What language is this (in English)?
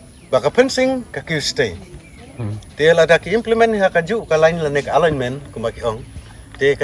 Khasi